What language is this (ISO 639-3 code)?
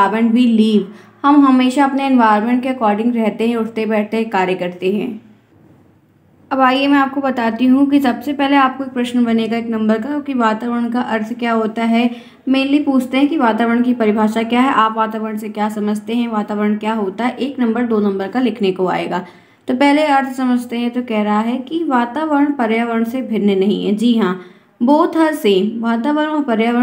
hin